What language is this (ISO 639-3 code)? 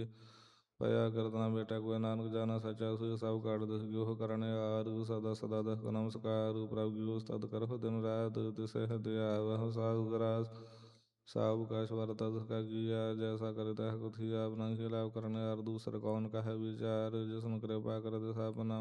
pan